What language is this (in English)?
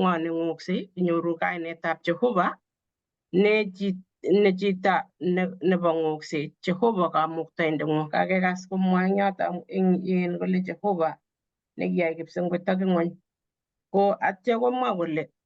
Kalenjin